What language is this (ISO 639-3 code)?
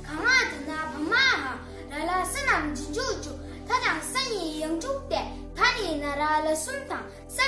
bod